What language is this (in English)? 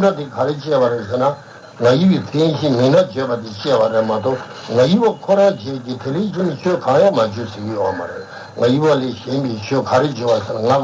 Tibetan